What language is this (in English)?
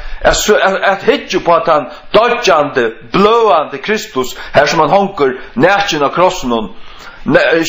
Faroese